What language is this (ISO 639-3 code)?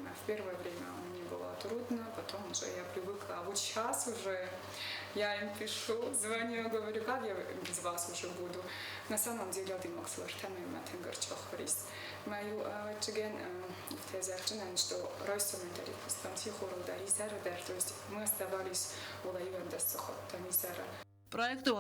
oss